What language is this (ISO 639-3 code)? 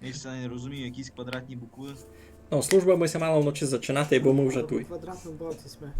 rue